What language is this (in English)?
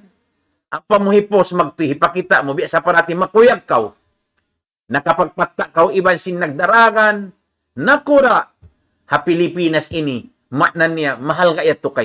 Tausug